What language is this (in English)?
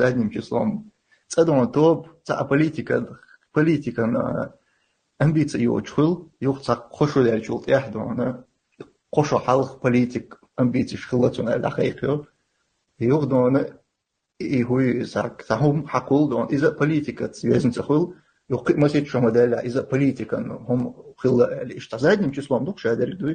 Chechen